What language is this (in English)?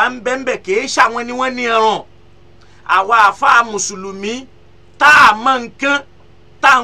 Yoruba